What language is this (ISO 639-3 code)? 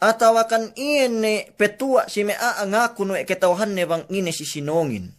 yka